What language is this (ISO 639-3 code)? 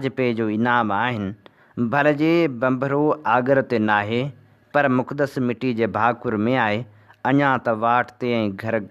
snd